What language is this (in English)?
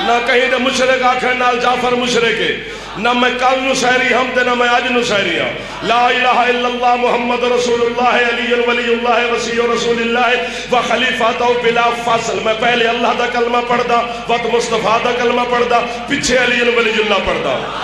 Saraiki